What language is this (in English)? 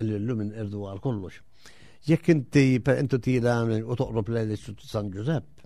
Maltese